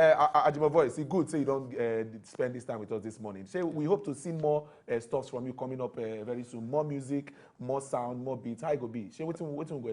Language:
Nigerian Pidgin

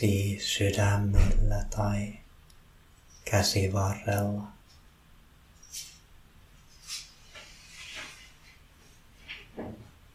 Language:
Finnish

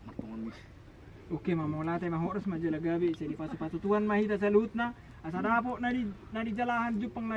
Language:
Batak Toba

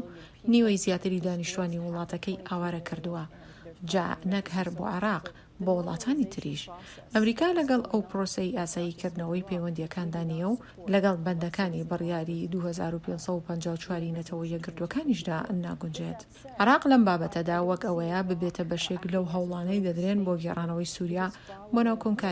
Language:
Central Kurdish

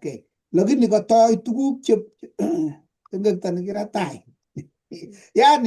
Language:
Kalenjin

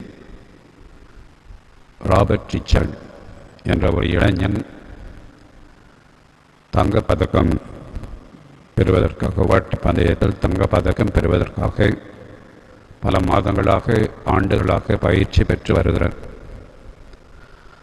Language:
Tamil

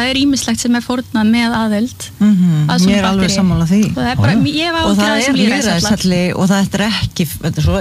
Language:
Icelandic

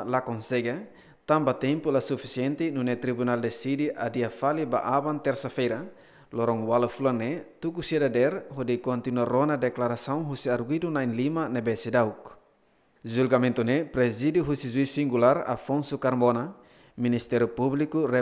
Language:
Tetum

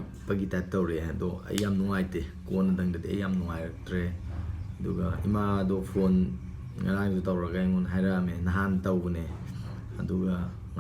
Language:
Manipuri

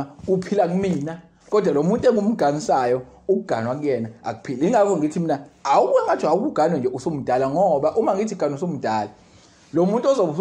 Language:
Zulu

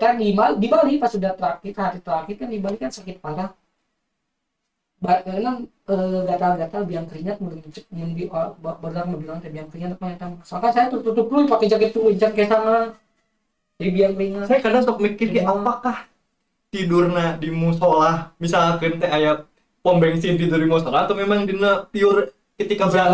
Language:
Indonesian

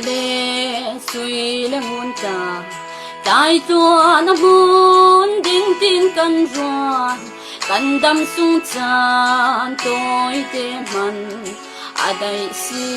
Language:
Falam Chin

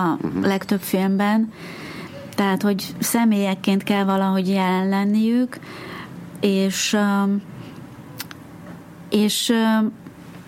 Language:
Hungarian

